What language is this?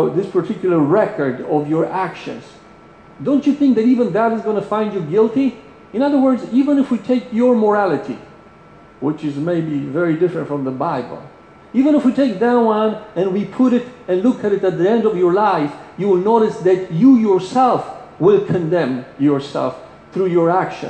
English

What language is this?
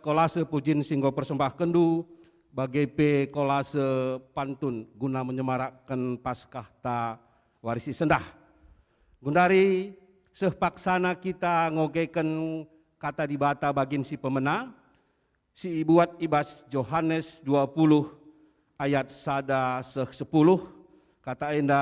Batak Karo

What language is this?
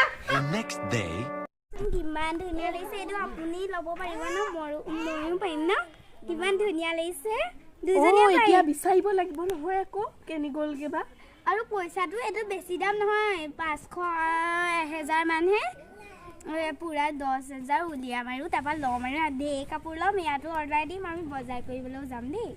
Assamese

